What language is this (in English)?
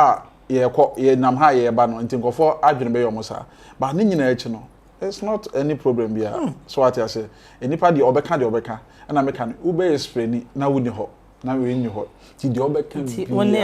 Akan